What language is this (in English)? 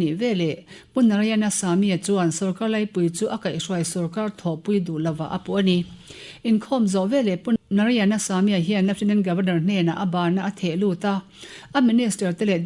Mizo